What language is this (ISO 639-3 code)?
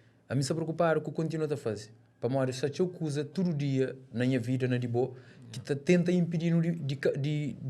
kea